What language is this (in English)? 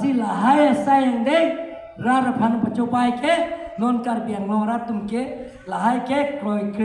Karbi